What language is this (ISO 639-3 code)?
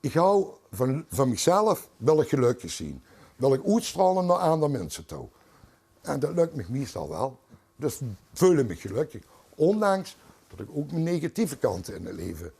lim